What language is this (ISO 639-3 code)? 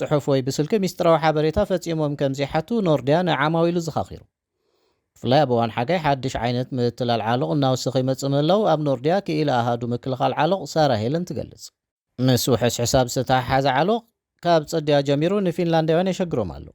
tir